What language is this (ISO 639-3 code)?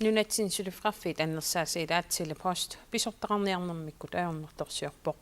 kal